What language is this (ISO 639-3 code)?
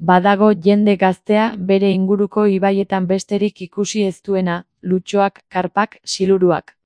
eus